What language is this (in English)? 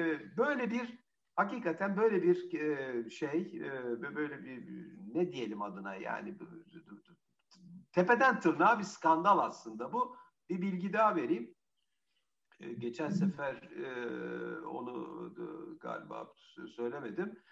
Turkish